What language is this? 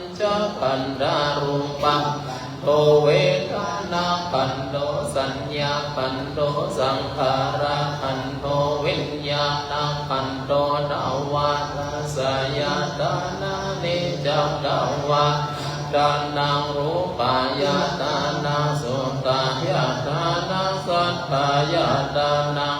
Pali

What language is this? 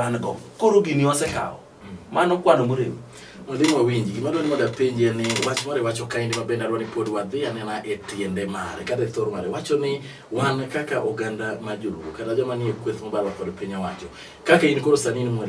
Luo (Kenya and Tanzania)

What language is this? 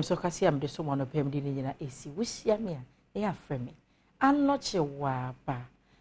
Akan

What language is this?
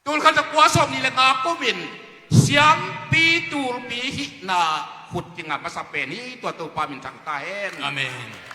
Tedim Chin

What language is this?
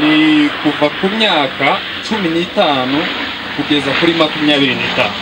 Kinyarwanda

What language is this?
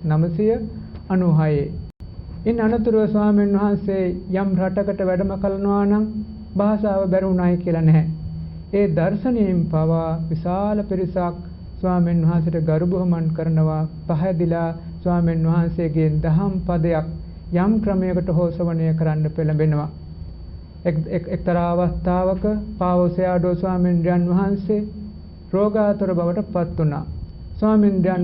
Sinhala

